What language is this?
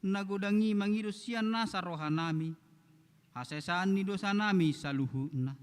Batak Toba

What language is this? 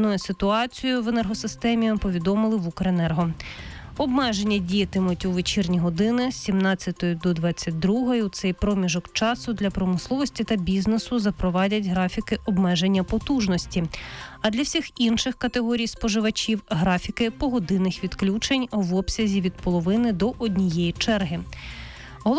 Ukrainian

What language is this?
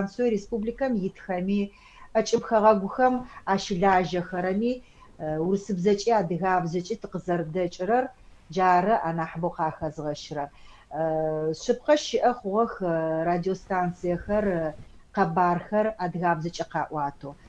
Adyghe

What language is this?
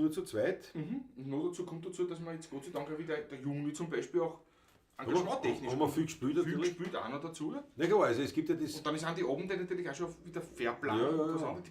Bavarian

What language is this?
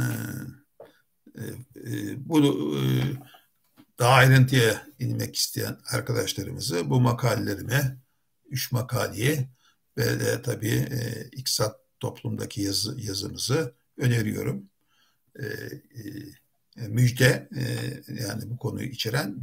Turkish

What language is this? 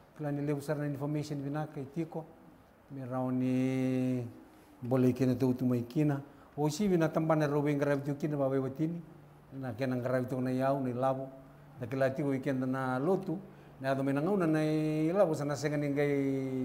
Fijian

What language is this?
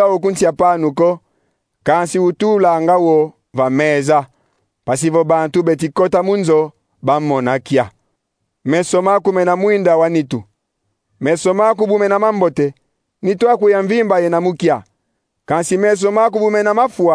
Kongo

